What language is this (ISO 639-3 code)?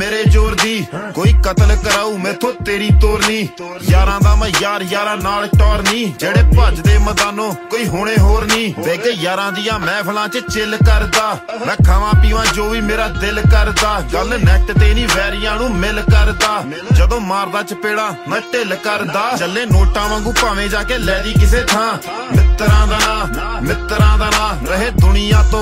pan